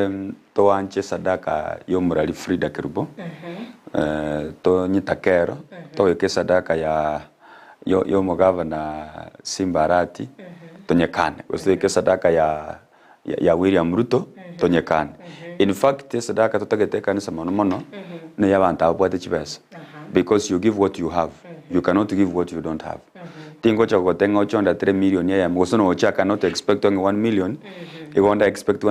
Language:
Gusii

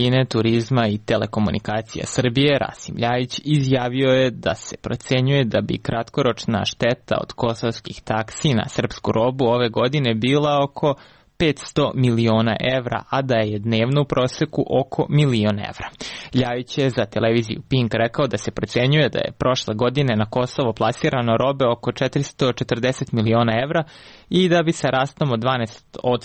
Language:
Serbian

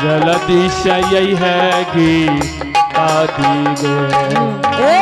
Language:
Angika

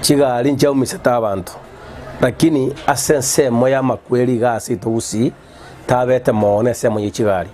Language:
Gusii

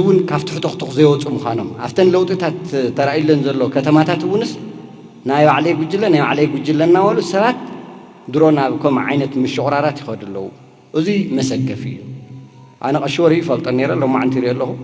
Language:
Tigrinya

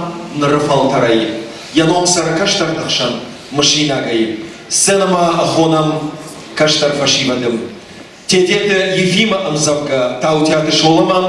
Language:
Ossetic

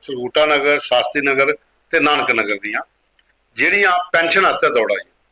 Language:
Dogri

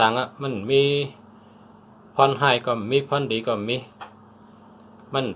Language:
Shan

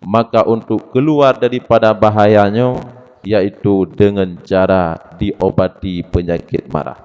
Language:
Achinese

